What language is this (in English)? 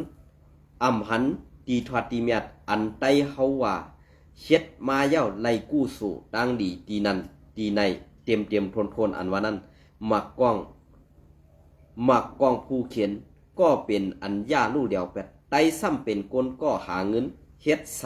Shan